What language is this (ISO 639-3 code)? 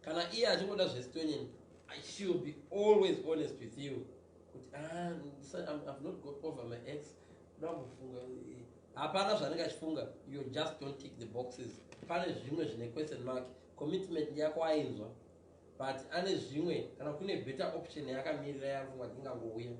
sna